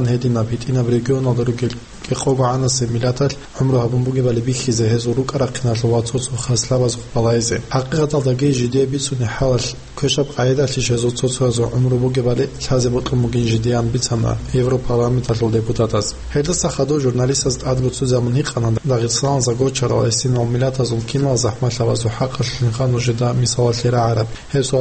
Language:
Avaric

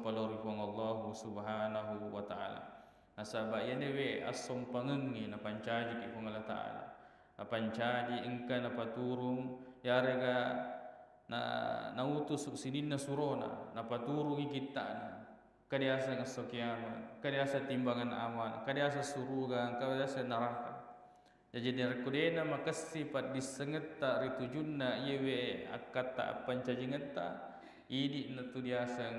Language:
Buginese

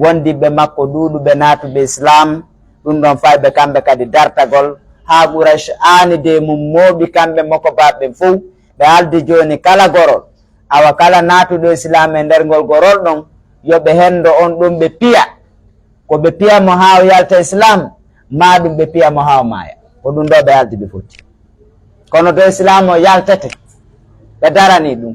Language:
Fula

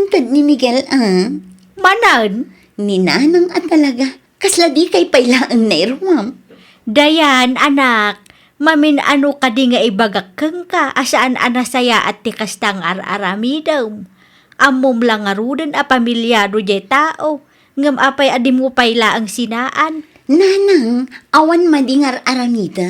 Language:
Iloko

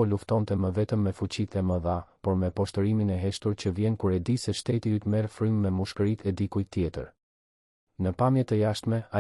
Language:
Albanian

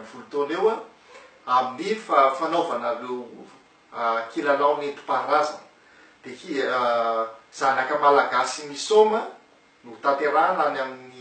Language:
Malagasy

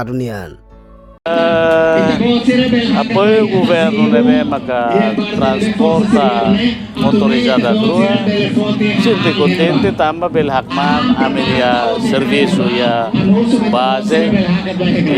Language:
Tetum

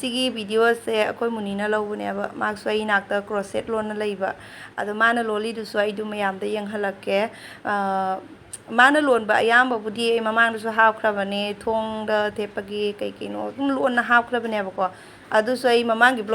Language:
Manipuri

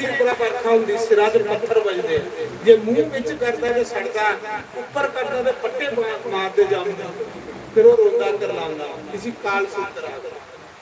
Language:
Dogri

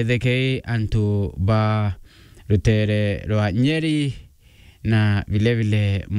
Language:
Meru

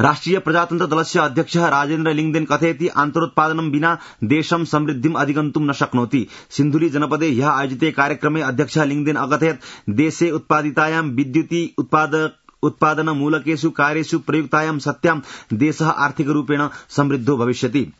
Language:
Sanskrit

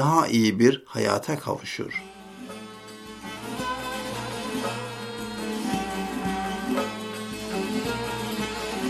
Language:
Turkish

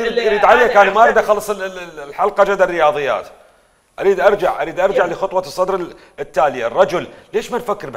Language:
Mesopotamian Arabic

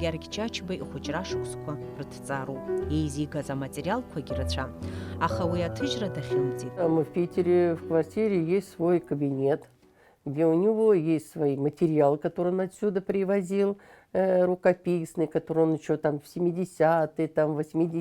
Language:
Abkhazian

